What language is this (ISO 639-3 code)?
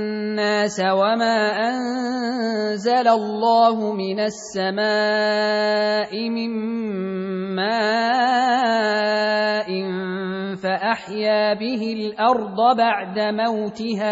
ara